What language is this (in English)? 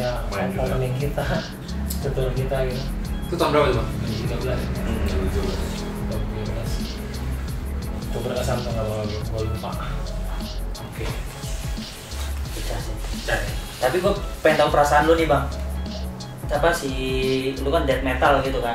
Indonesian